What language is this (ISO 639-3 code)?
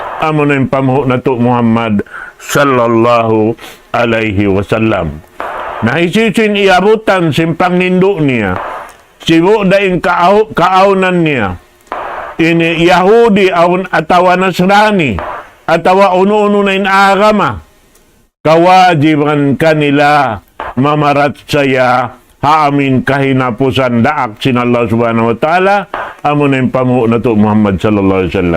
tsg